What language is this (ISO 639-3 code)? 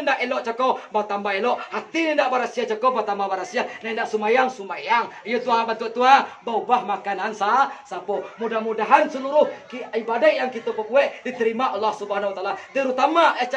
min